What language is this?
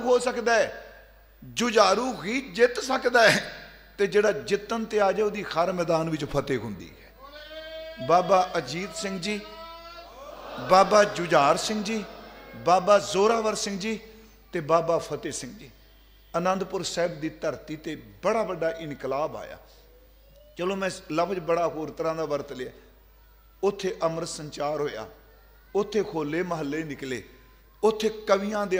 Punjabi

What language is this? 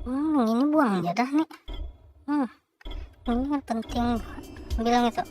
Banjar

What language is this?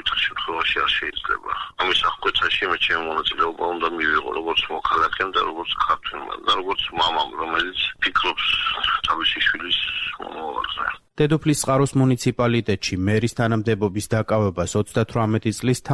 Georgian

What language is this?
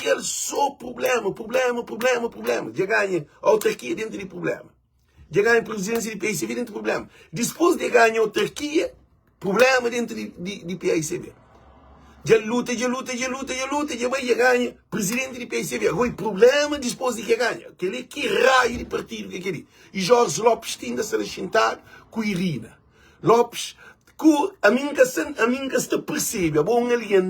Kabuverdianu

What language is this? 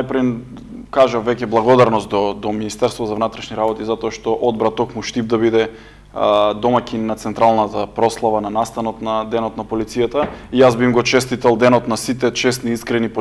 Macedonian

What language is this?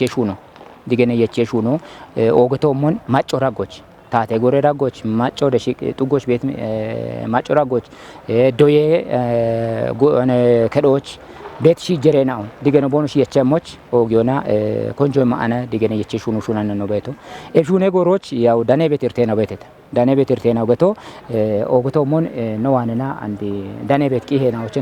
Kafa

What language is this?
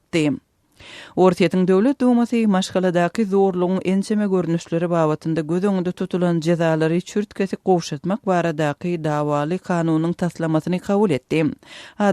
Turkmen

